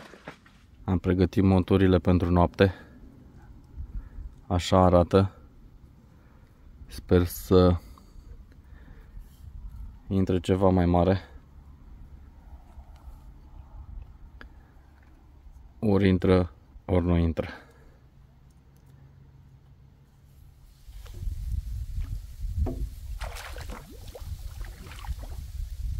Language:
Romanian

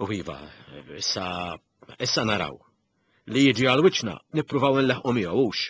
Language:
Maltese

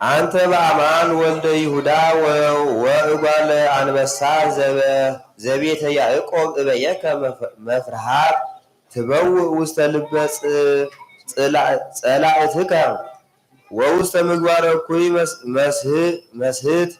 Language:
Geez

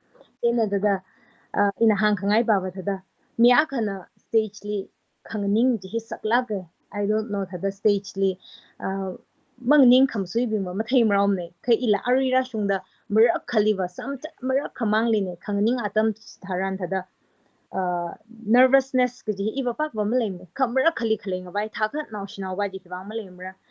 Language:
Tangkhul Naga (India)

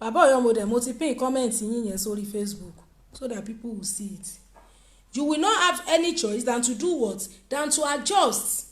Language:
Yoruba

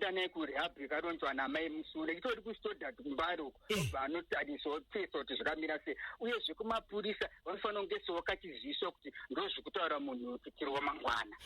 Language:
Shona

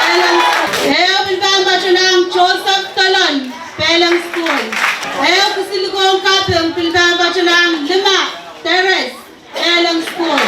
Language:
Pohnpeian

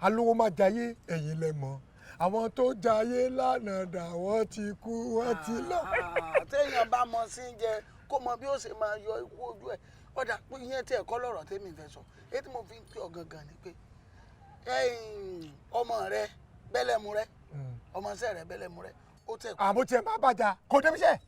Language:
Yoruba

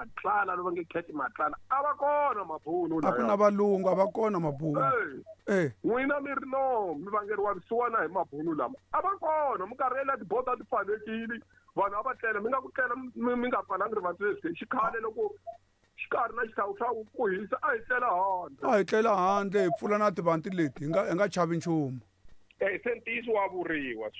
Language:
Tsonga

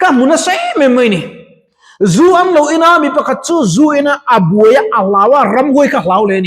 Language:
Mizo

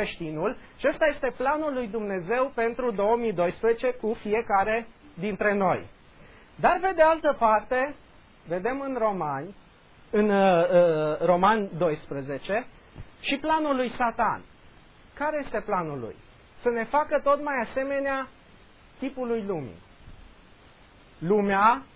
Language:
Romanian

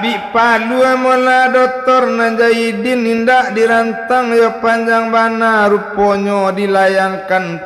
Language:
Minangkabau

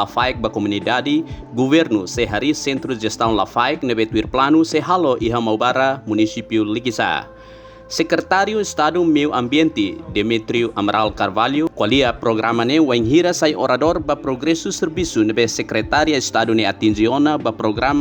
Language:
Tetum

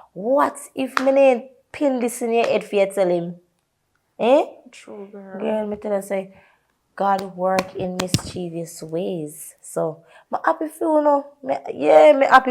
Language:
Jamaican Creole English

